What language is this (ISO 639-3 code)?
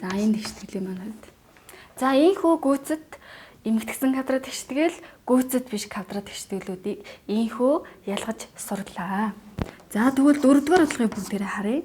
mon